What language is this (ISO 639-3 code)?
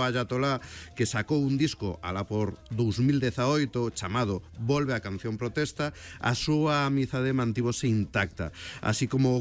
glg